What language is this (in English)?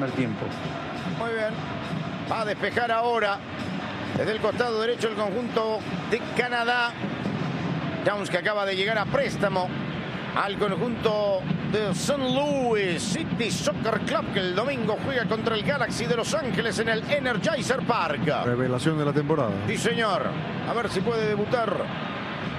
Spanish